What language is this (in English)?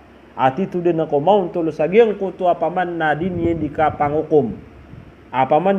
Maranao